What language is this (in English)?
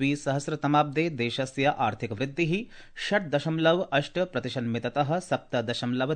Sanskrit